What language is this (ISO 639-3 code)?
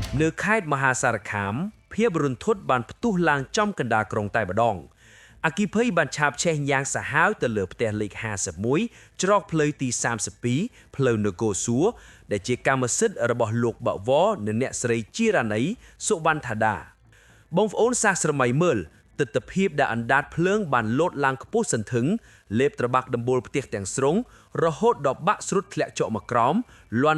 khm